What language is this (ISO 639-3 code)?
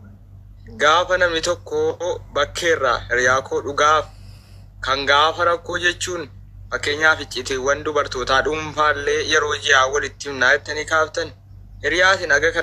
orm